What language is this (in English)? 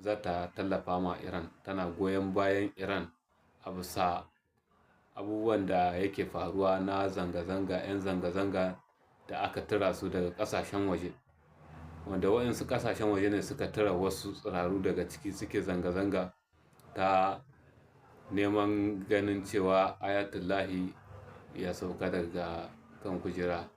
Hausa